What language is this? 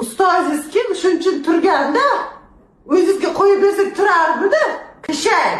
Uzbek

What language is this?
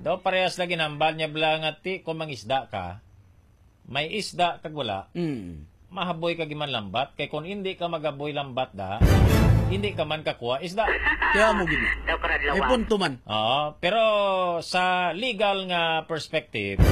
Hiligaynon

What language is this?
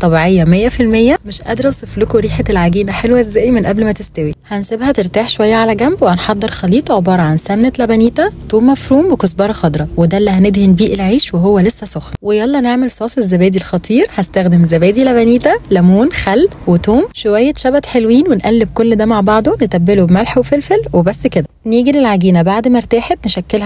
Egyptian Arabic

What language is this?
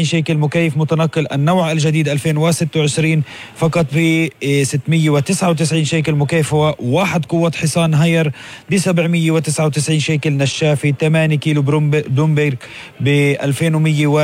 North Levantine Arabic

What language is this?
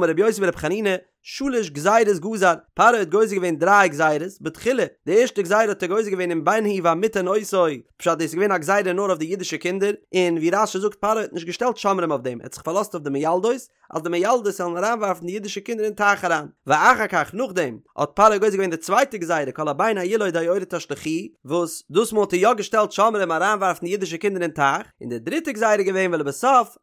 Yiddish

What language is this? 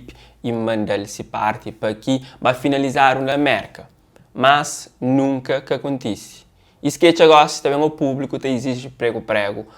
Kabuverdianu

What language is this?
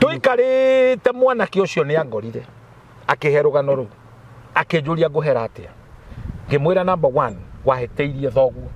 Kikuyu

